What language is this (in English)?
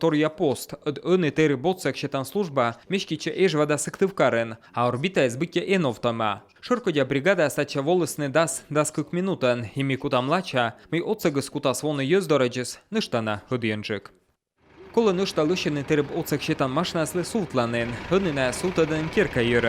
Komi